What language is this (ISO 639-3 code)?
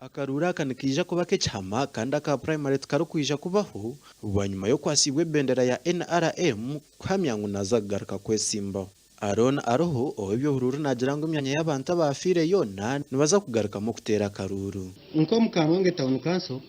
nyn